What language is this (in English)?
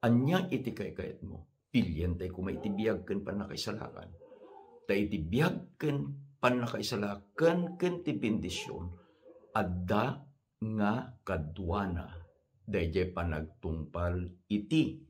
Iloko